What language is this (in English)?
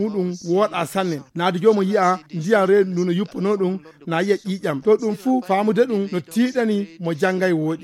Fula